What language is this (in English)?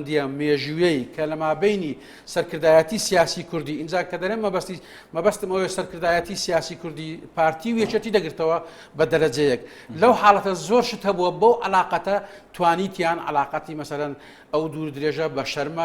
Central Kurdish